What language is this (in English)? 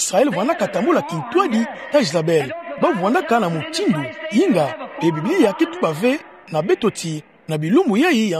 Kituba (Democratic Republic of Congo)